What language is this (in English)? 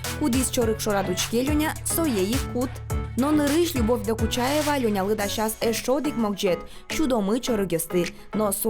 Udmurt